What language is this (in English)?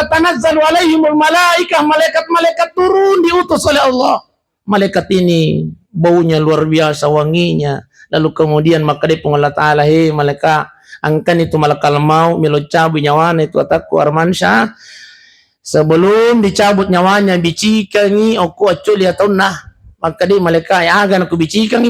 Buginese